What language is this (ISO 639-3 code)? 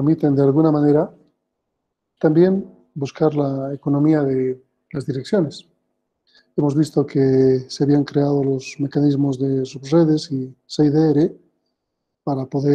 spa